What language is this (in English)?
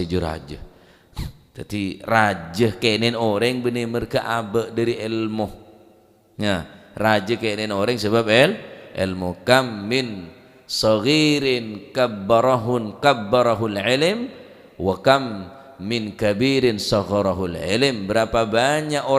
Madurese